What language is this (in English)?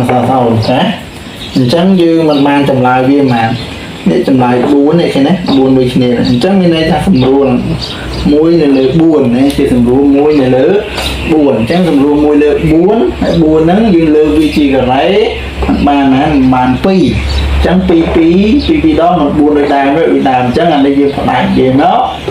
Khmer